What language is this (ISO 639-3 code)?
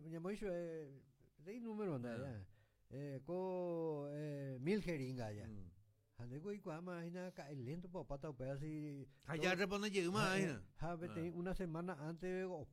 grn